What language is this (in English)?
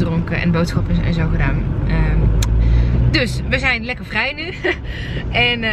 Dutch